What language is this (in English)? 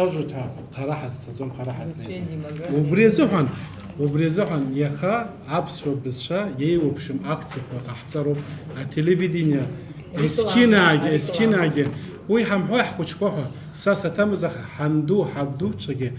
Abkhazian